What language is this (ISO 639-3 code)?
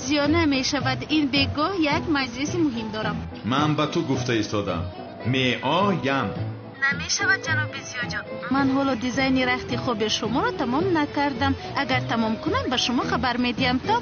tgk